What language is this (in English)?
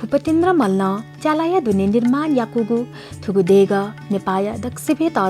Newari